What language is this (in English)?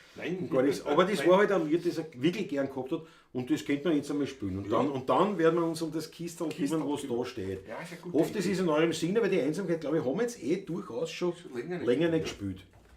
Bavarian